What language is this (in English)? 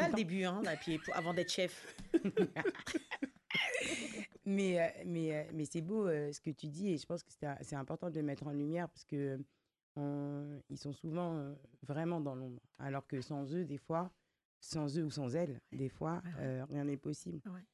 French